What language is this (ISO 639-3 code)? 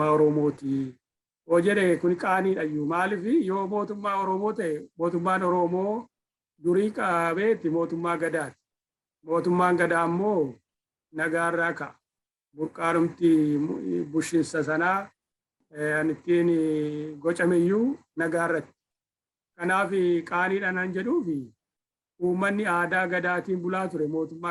orm